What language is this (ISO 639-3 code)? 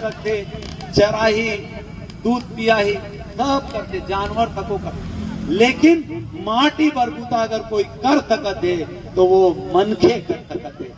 hne